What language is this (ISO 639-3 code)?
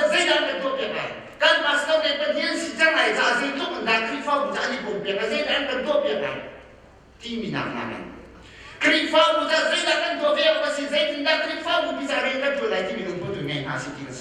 cnh